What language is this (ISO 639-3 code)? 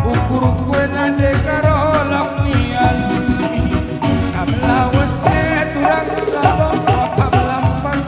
btx